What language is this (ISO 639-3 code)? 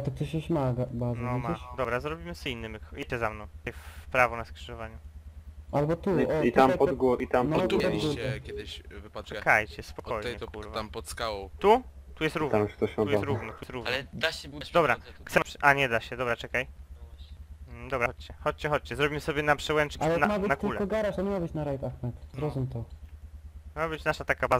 pol